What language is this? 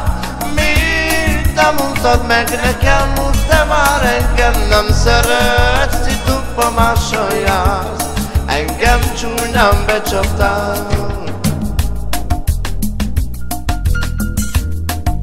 Hungarian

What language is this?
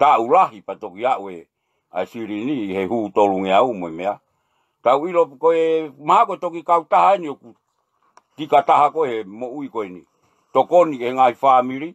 Tongan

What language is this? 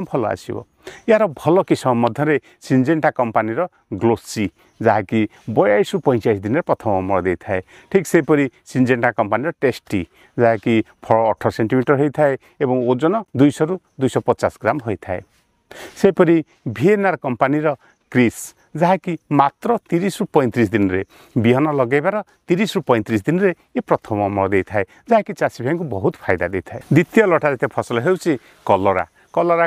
Odia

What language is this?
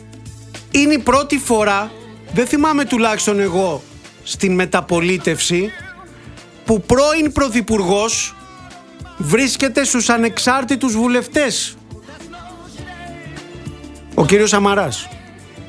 Greek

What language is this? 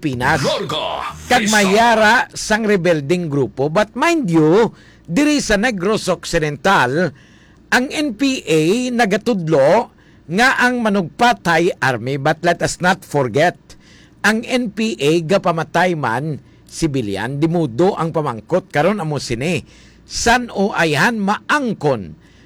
Hiligaynon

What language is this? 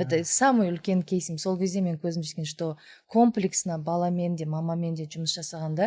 Kazakh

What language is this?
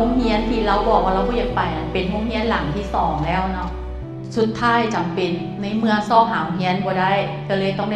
Lao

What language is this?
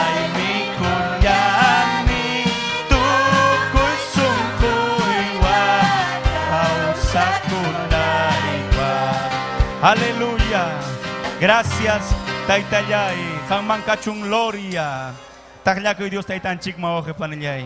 Ayacucho Quechua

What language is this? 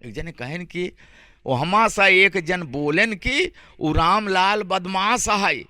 Awadhi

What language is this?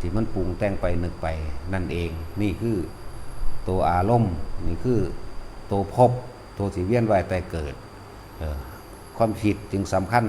Lao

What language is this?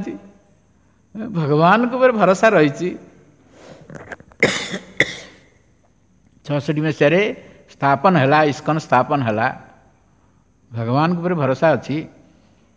Odia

